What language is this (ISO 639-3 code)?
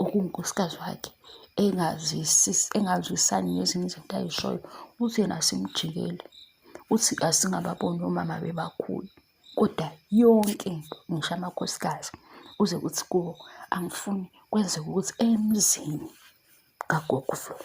zul